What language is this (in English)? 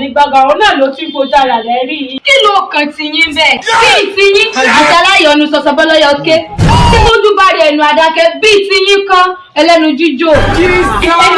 Yoruba